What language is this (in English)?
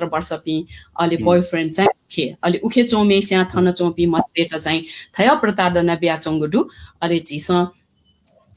Newari